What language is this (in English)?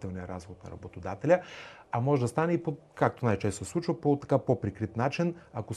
Bulgarian